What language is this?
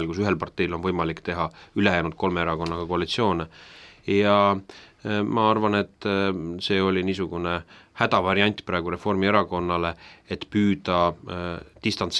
Estonian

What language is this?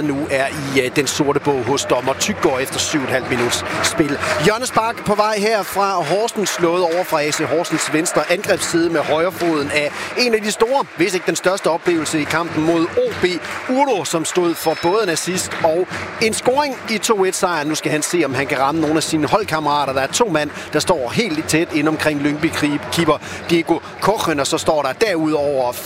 Danish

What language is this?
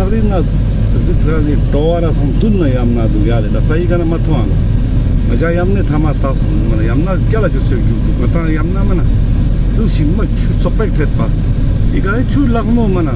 Ladakhi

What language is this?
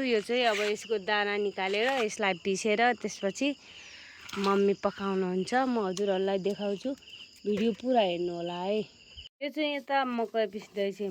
Nepali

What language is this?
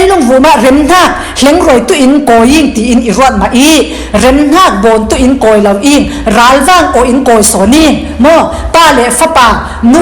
Falam Chin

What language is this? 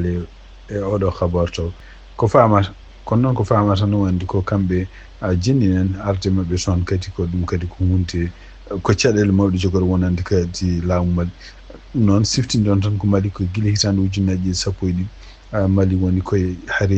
Fula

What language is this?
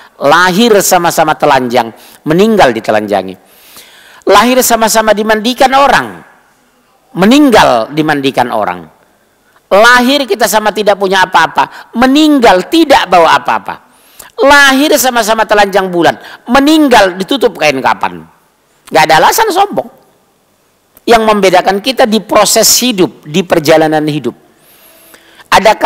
Indonesian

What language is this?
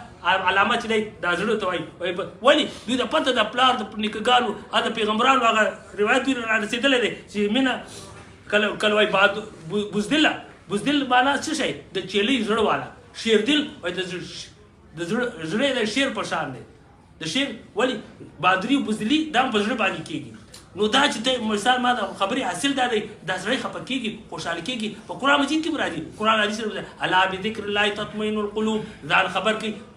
Pashto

